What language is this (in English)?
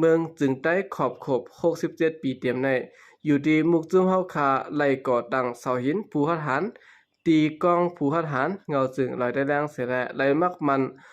Shan